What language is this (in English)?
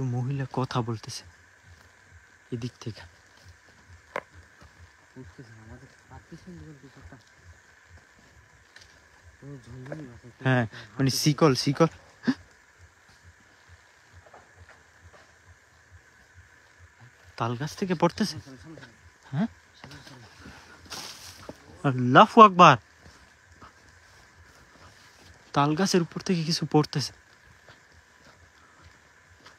Bangla